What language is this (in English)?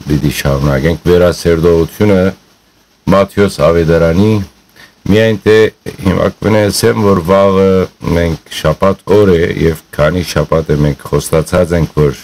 Western Armenian